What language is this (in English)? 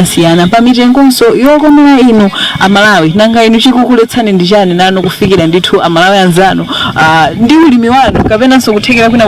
Nyanja